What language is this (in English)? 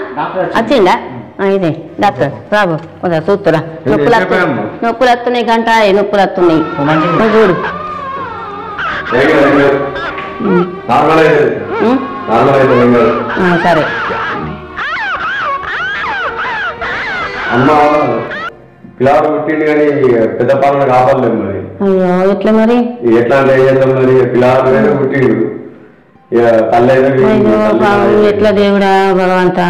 Telugu